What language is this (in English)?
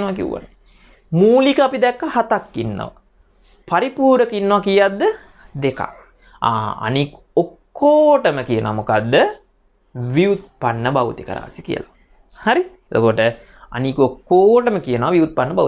Sinhala